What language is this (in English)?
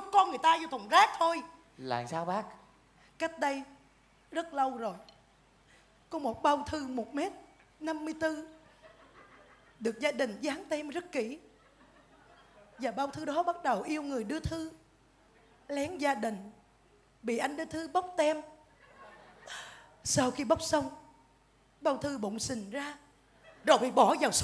Vietnamese